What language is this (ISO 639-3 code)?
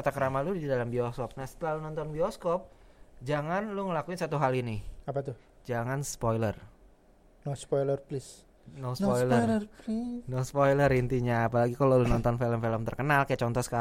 ind